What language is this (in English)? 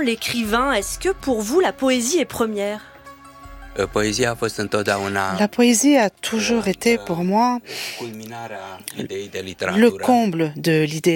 French